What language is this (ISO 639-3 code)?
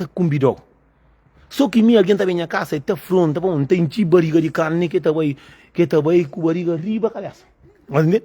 kea